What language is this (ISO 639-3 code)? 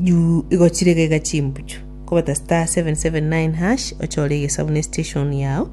guz